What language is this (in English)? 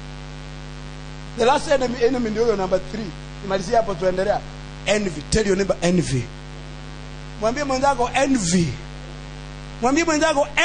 Swahili